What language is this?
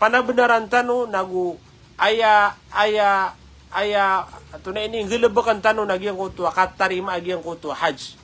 Maranao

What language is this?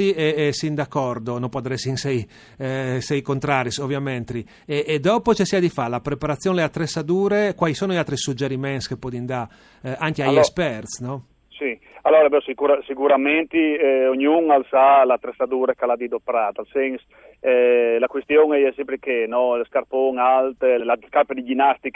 Friulian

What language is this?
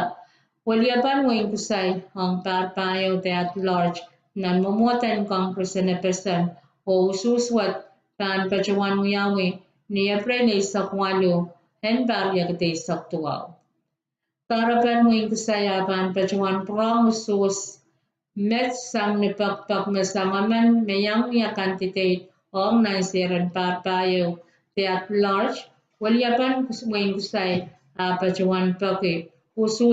Pohnpeian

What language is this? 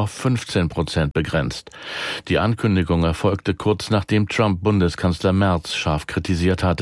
German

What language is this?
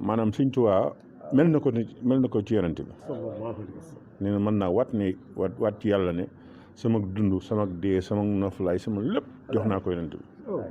Wolof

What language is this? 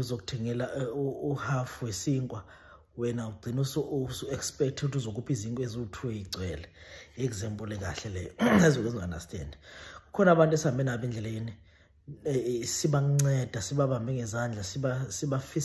Zulu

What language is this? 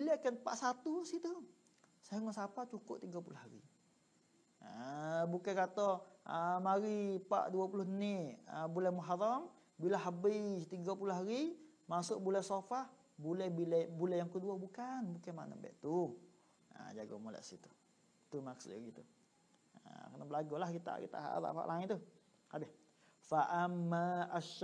Malay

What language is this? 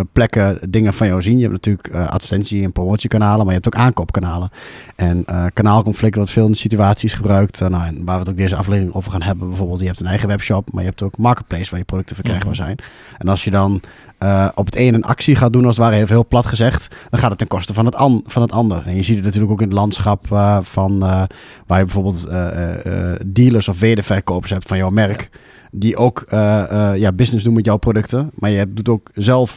Dutch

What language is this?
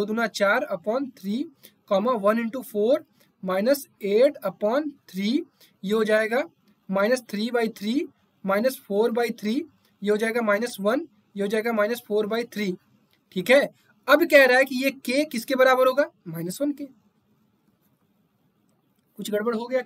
Hindi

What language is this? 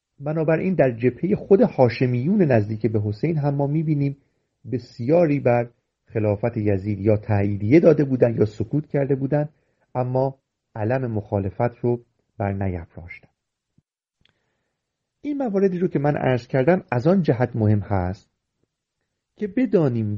Persian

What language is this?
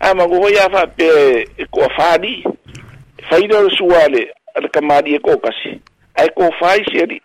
Samoan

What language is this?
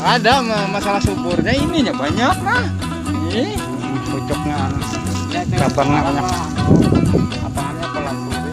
Banjar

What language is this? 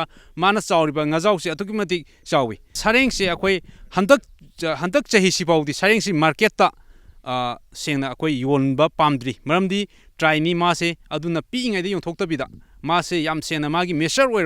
Manipuri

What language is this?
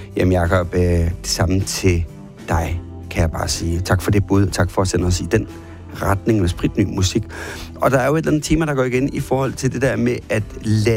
Danish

